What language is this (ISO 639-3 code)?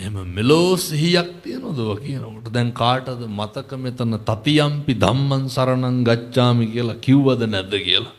sin